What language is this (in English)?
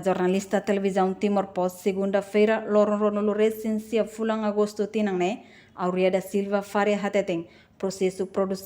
Tetum